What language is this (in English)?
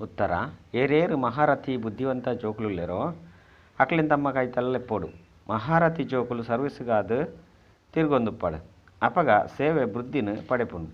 Tulu